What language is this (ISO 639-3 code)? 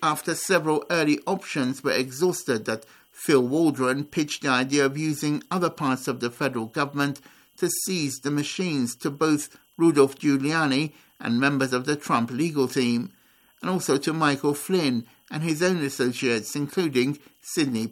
eng